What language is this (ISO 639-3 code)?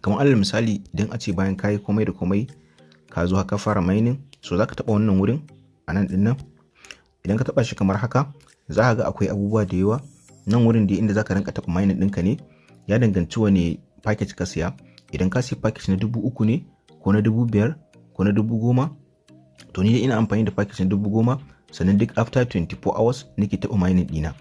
hau